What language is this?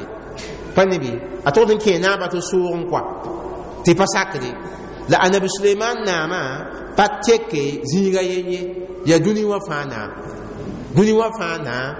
Mossi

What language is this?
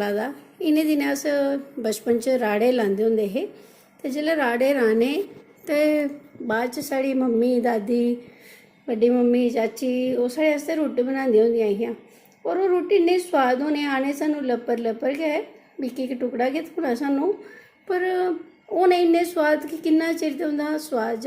Dogri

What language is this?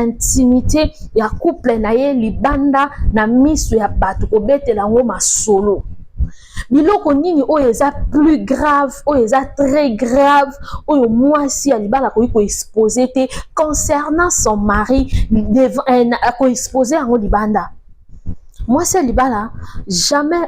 Lingala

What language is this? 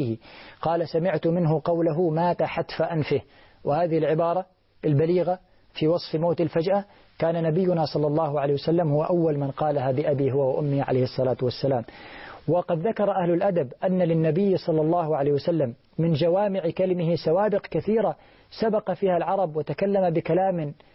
Arabic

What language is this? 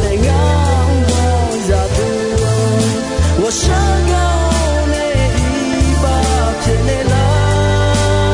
Akha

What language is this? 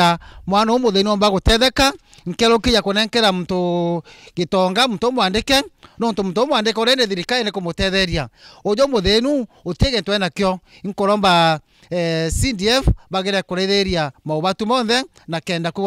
Meru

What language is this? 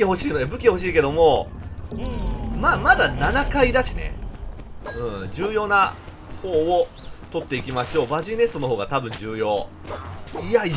Japanese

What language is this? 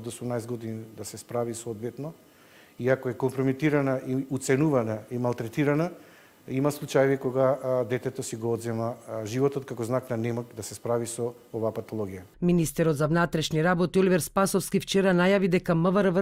Macedonian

